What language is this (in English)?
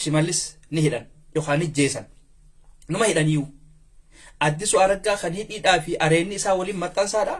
Oromo